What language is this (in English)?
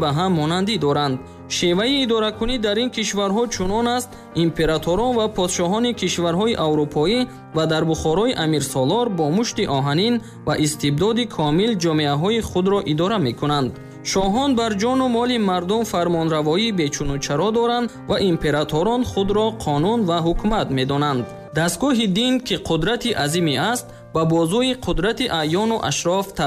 Tajik